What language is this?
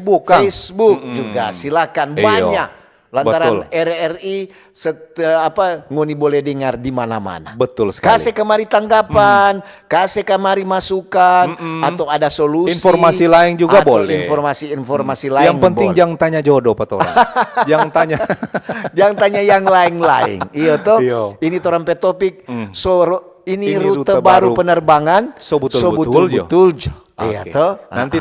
Manado Malay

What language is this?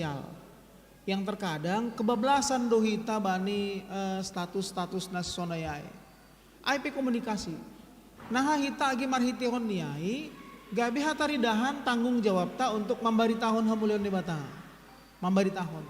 Batak Simalungun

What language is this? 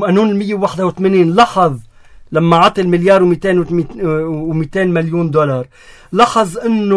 North Levantine Arabic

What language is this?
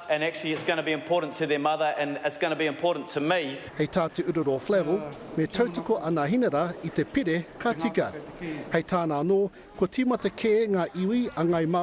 Māori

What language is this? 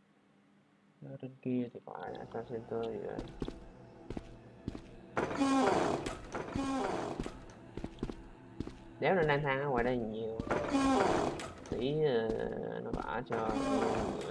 Vietnamese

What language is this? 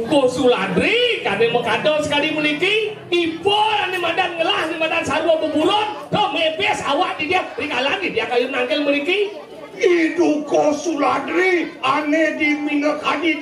Balinese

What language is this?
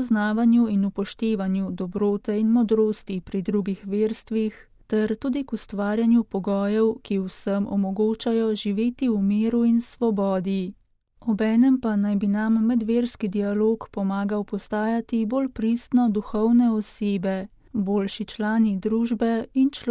Slovenian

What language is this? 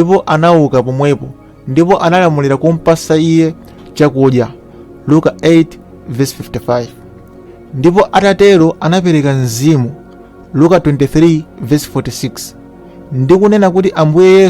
Nyanja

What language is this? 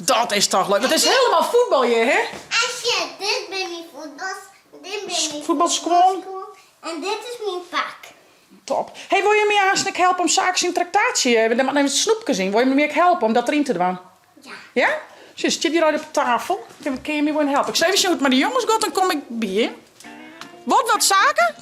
Western Frisian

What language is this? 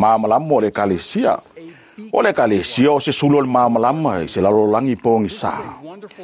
Samoan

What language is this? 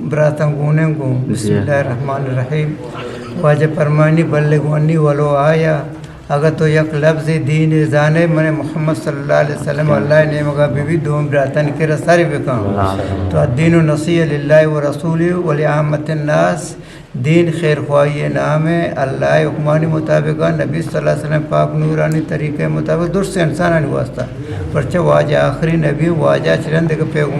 Eastern Balochi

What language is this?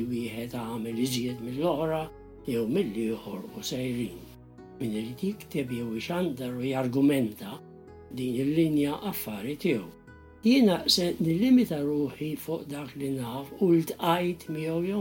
Maltese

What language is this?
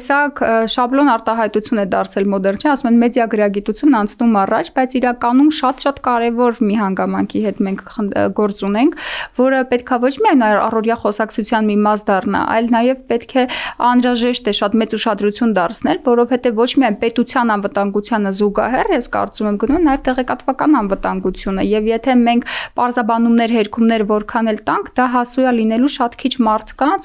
Armenian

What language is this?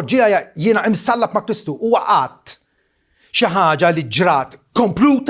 Maltese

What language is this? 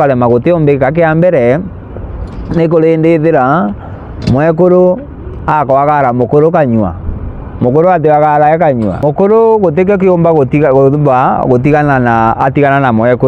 Meru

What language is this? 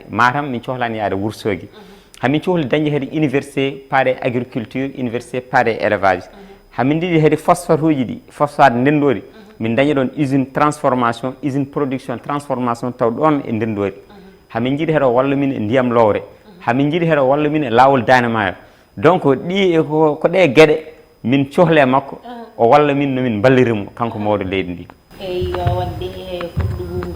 Fula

